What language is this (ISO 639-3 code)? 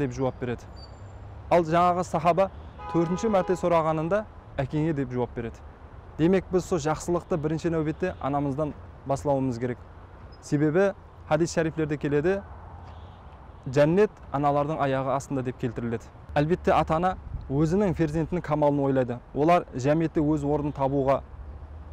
kaa